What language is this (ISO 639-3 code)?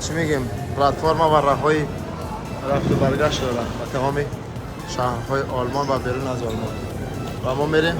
tgk